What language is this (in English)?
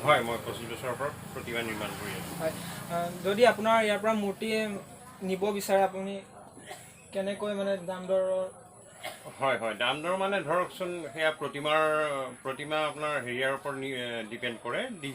Assamese